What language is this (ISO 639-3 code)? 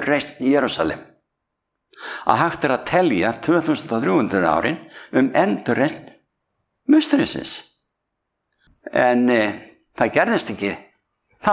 isl